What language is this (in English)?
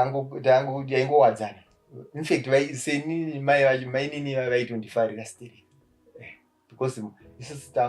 Shona